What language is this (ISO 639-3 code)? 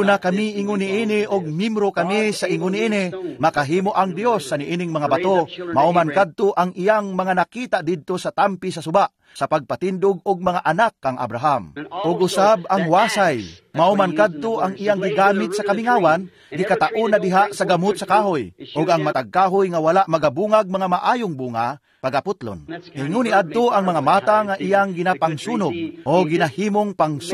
ceb